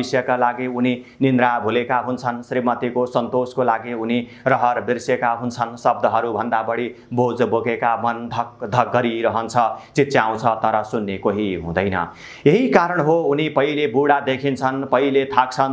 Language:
Nepali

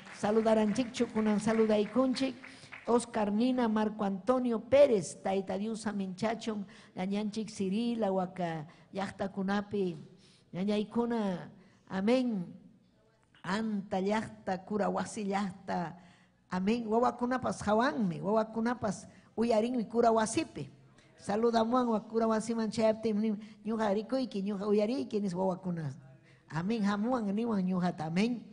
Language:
Ayacucho Quechua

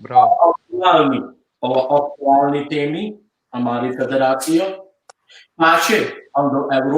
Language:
Balkan Romani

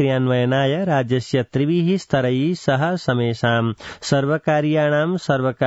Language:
Sanskrit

